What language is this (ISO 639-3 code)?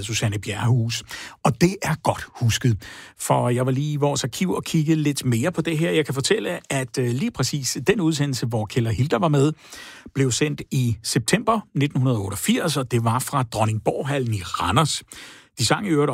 dan